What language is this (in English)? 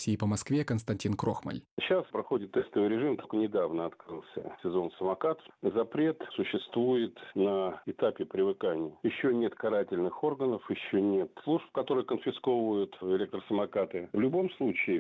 Russian